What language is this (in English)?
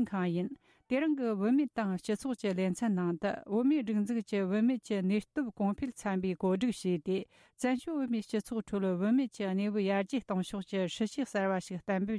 Tibetan